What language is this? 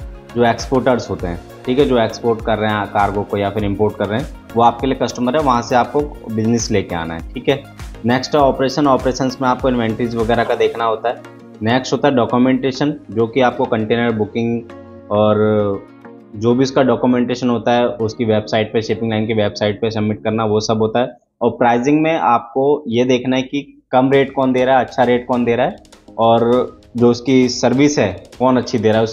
Hindi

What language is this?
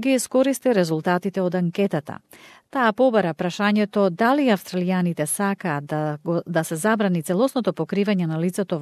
Macedonian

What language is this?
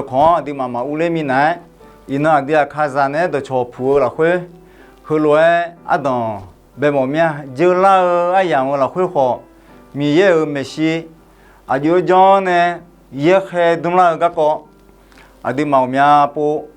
Akha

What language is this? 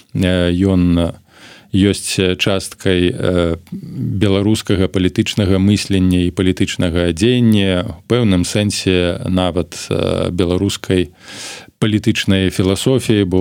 Belarusian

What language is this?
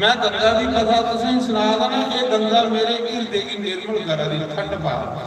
Dogri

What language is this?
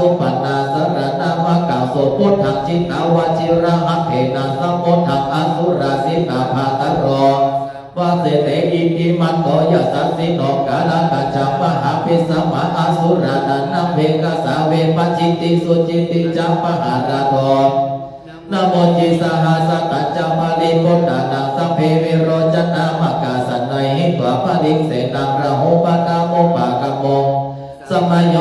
Pali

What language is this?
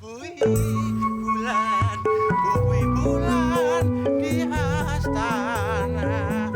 Betawi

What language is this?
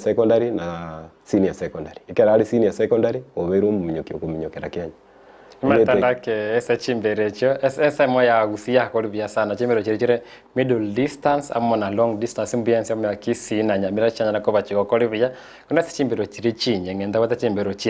Gusii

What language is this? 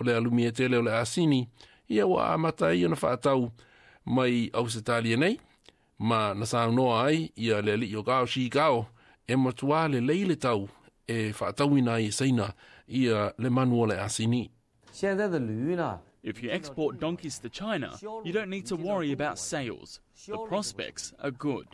Samoan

